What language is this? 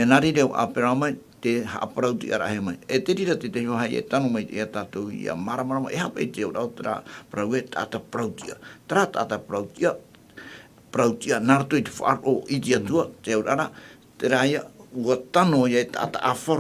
Tahitian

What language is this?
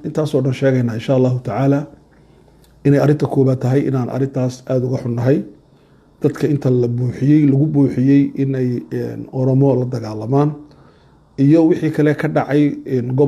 Somali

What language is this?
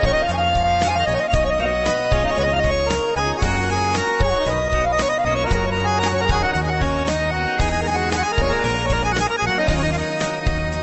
Tatar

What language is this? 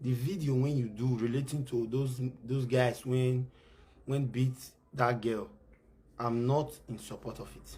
Nigerian Pidgin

